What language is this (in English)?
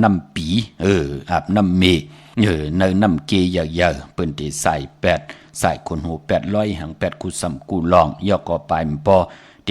Shan